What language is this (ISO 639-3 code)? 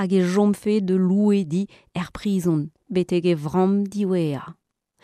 bre